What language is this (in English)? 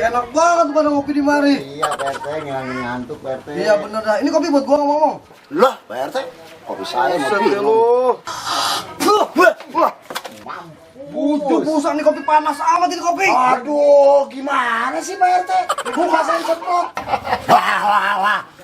Betawi